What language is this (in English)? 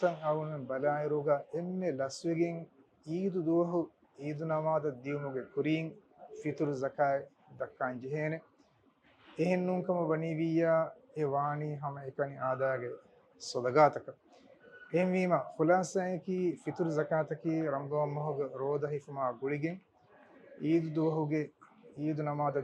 Divehi